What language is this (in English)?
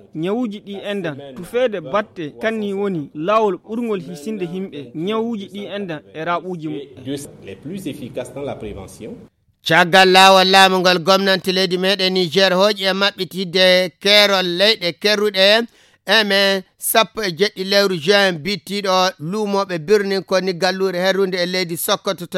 Fula